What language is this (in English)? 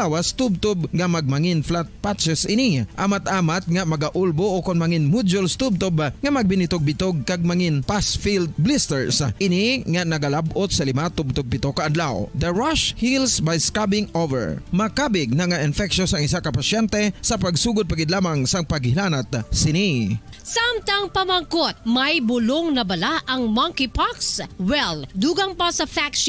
Hiligaynon